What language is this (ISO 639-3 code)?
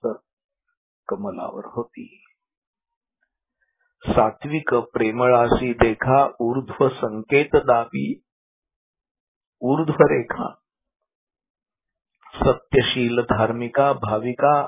mar